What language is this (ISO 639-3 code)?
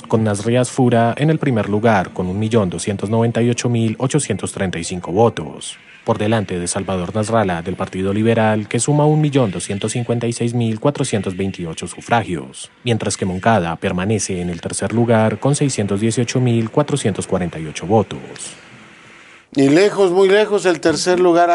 spa